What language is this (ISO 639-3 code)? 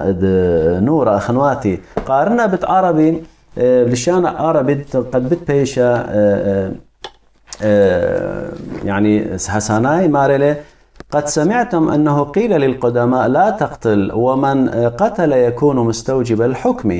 aii